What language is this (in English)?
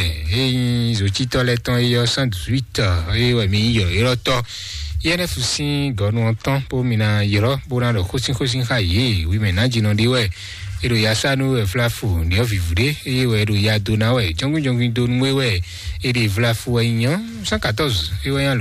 Fon